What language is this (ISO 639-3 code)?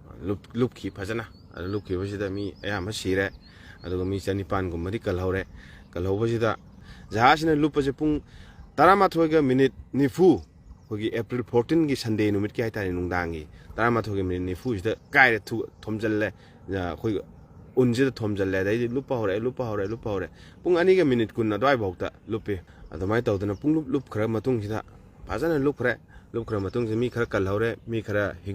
mni